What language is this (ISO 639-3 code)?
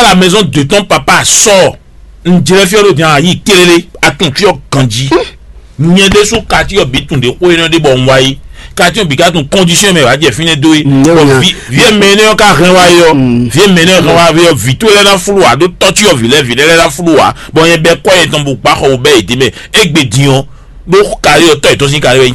fon